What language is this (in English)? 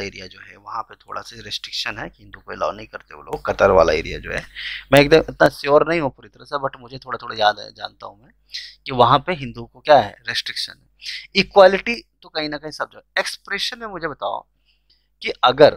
Hindi